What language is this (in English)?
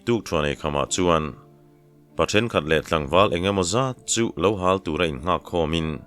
Mizo